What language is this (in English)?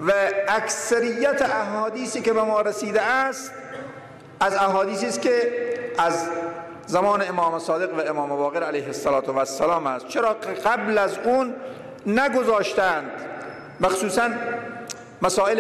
Persian